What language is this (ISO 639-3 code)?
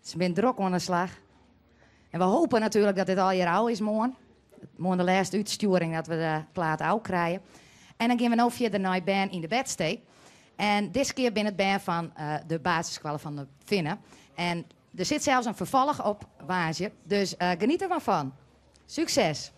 fry